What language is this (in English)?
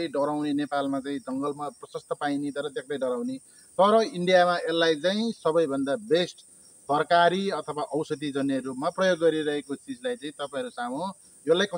Nepali